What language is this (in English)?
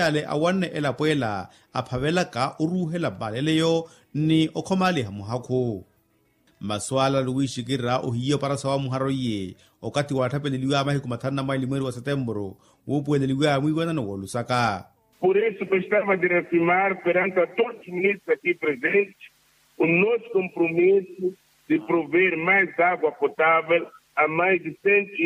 Makhuwa